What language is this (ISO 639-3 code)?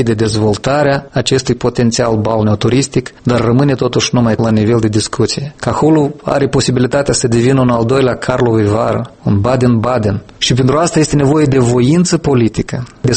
ron